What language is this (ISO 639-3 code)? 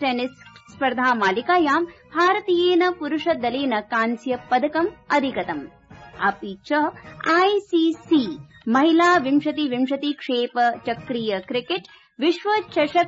san